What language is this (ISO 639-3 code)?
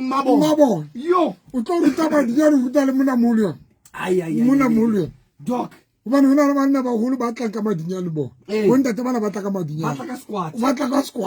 sot